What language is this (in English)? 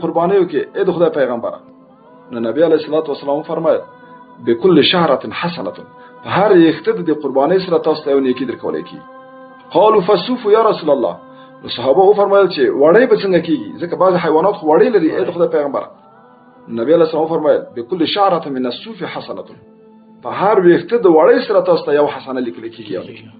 Pashto